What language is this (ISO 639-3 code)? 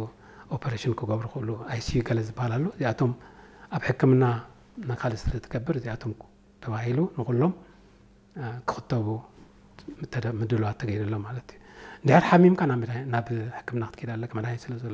tir